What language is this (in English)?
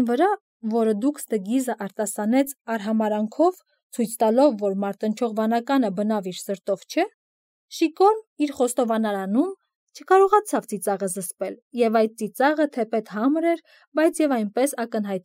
Armenian